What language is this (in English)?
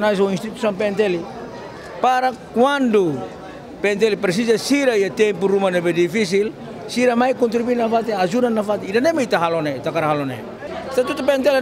Tetum